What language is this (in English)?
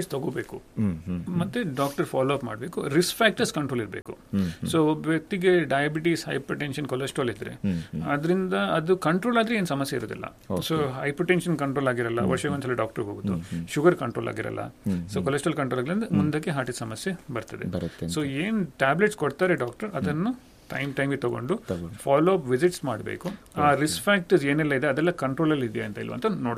Kannada